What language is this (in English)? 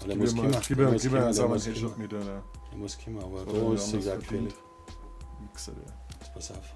Bavarian